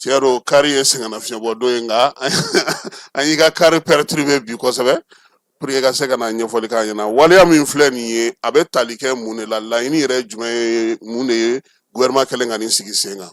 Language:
Bambara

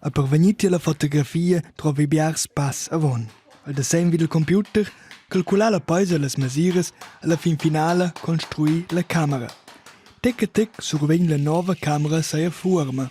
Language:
Romansh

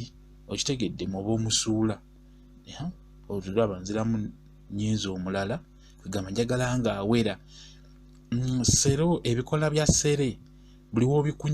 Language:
Ganda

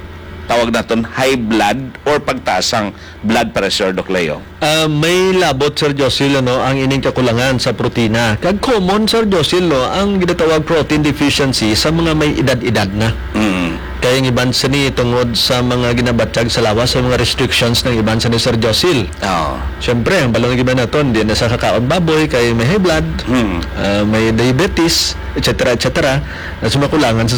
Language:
Hiligaynon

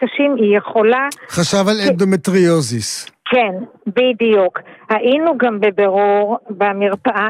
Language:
Hebrew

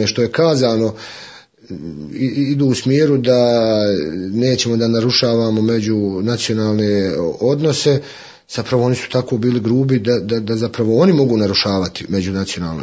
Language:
Bosnian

